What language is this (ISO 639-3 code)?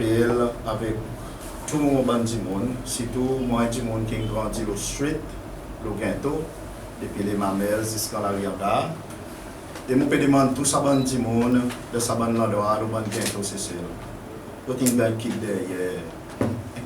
crs